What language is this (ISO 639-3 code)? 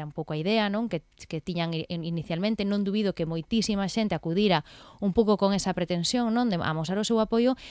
glg